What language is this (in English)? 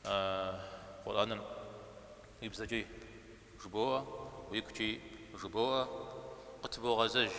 Kabardian